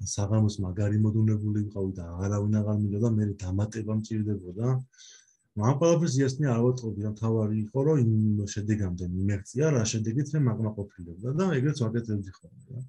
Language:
Georgian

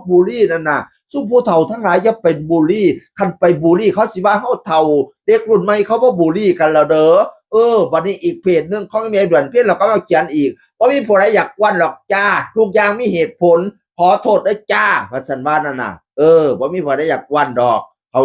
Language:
Northeastern Thai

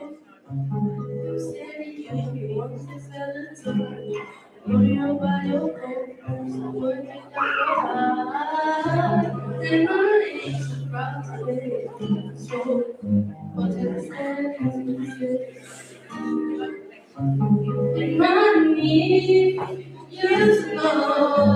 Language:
English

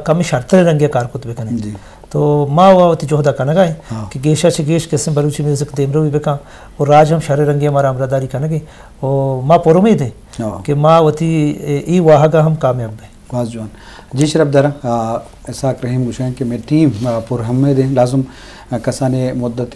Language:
Eastern Balochi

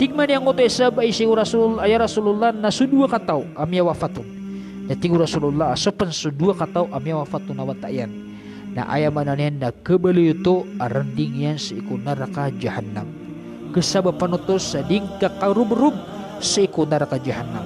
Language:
Maranao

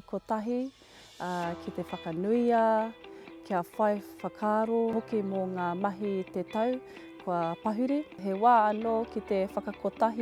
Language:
Māori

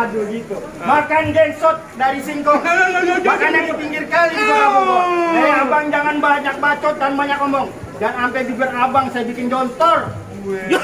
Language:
Betawi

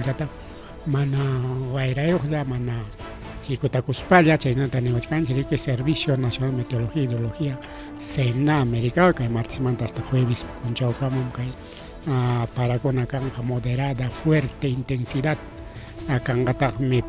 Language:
Ayacucho Quechua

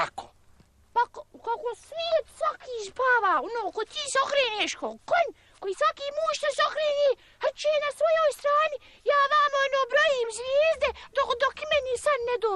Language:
Bosnian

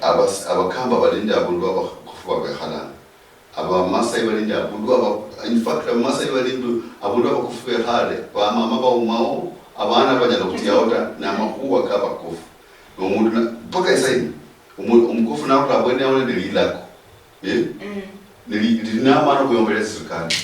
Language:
Luyia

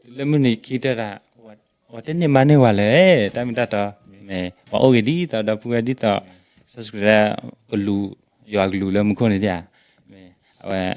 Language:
S'gaw Karen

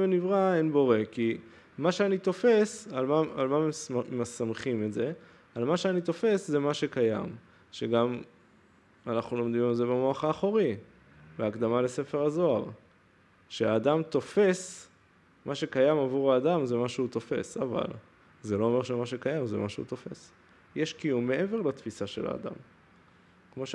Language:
Hebrew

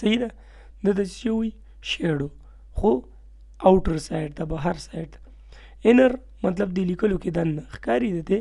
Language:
Pashto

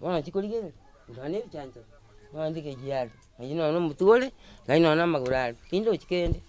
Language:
Gusii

